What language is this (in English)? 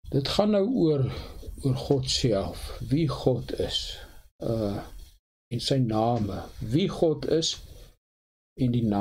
Afrikaans